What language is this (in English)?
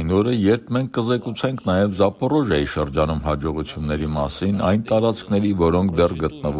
Armenian